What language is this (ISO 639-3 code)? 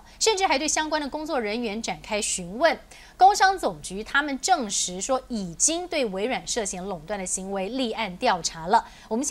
zho